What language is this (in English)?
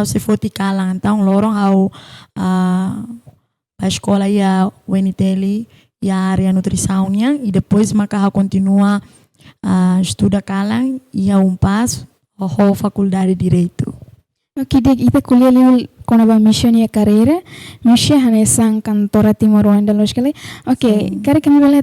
Tetum